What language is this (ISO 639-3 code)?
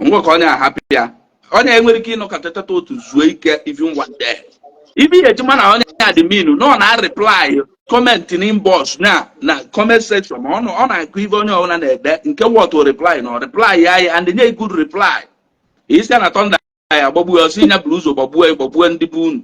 ibo